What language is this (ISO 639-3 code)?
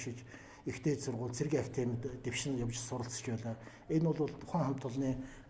mon